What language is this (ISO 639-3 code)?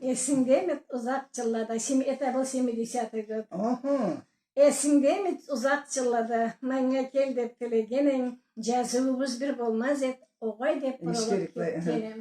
krc